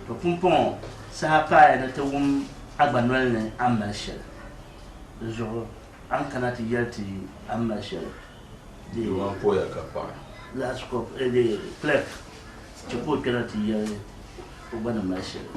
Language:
Dagbani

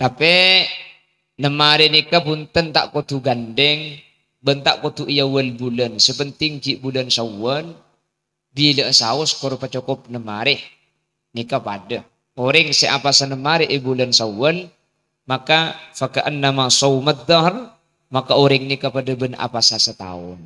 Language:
Madurese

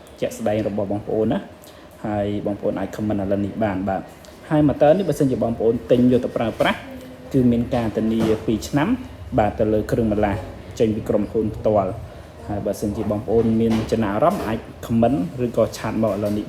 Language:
Khmer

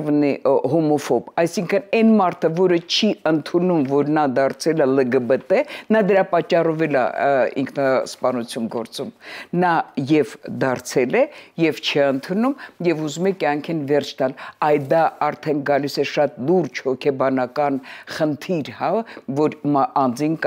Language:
Armenian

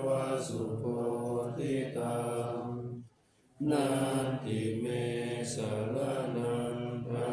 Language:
Pali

